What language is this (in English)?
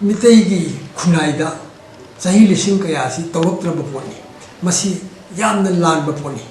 Manipuri